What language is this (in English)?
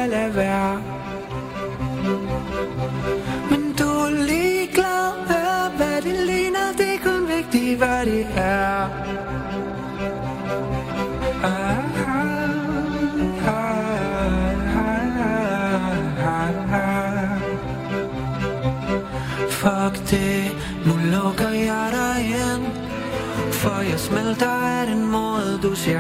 Danish